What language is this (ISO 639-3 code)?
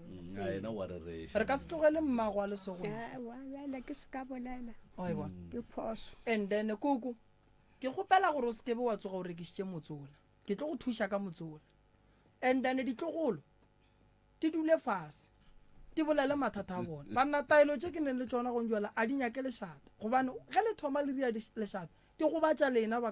nso